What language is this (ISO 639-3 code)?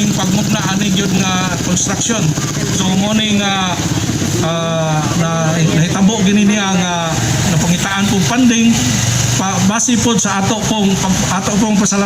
ceb